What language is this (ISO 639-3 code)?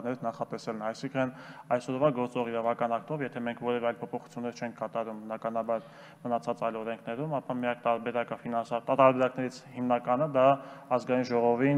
hye